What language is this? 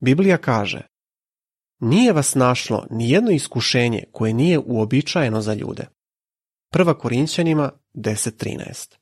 Serbian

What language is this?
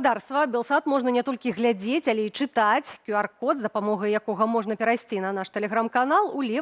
Belarusian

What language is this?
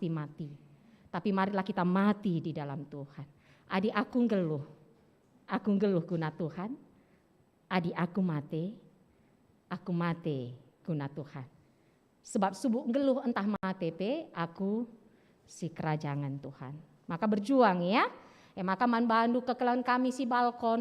Batak Karo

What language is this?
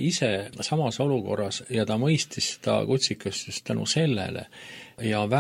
Estonian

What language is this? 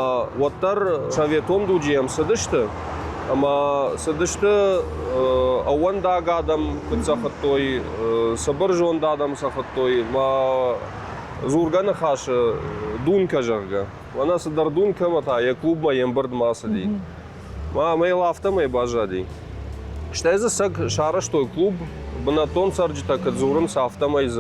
Ossetic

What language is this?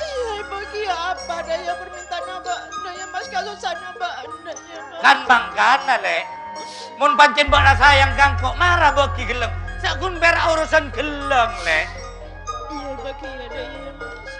Madurese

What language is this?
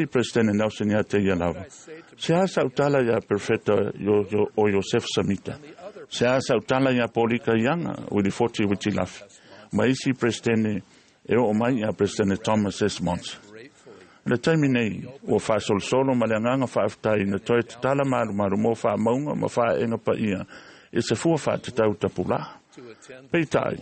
Samoan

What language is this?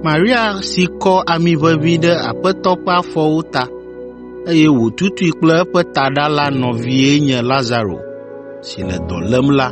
Ewe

